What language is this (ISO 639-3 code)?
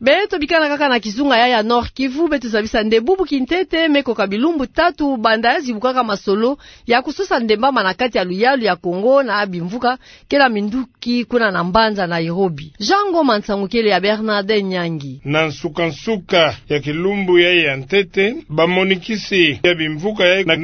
ktu